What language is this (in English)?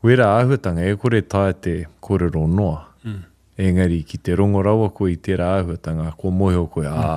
Māori